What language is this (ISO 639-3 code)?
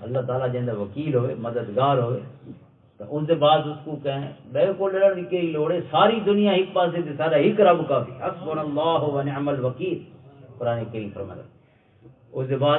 lah